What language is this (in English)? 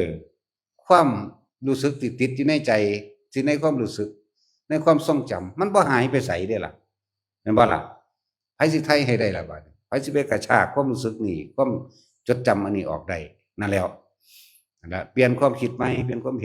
Northeastern Thai